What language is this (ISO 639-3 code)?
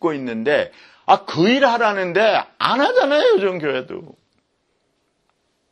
kor